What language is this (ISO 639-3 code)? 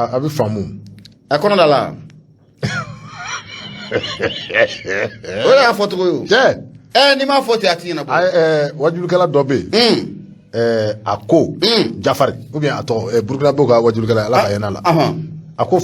bam